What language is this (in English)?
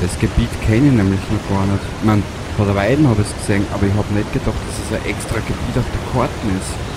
Bavarian